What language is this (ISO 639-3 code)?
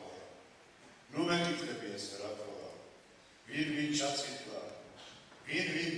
kat